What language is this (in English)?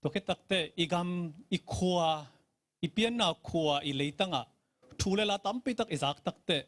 Tedim Chin